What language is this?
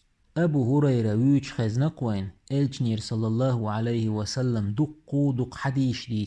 Chechen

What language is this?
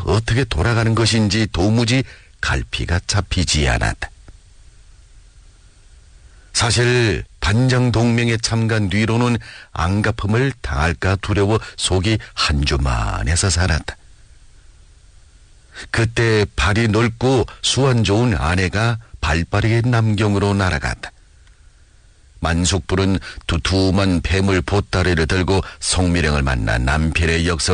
Korean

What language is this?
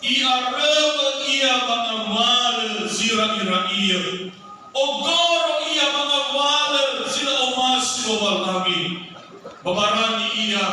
Nias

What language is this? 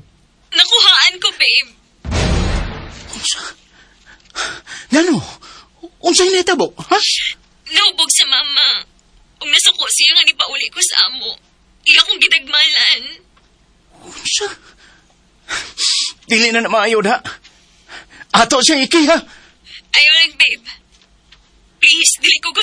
Cebuano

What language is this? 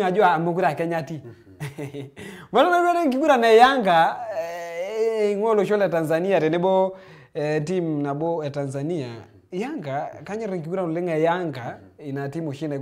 Masai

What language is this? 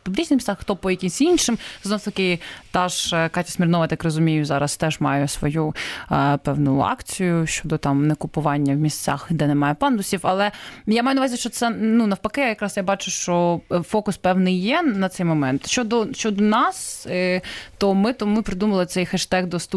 Ukrainian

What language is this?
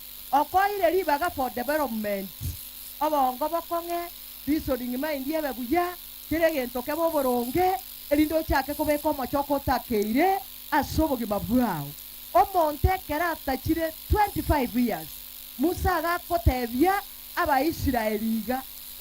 Gusii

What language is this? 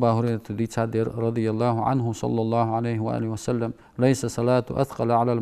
Ingush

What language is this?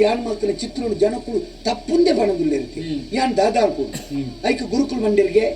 Tulu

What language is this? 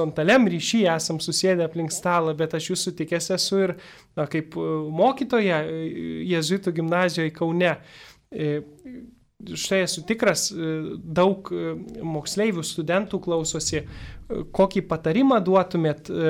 Lithuanian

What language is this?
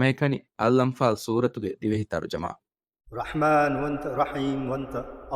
Divehi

